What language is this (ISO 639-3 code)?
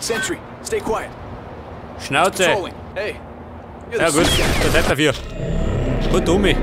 bar